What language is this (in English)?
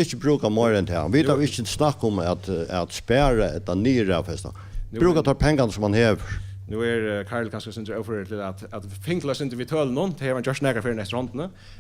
Faroese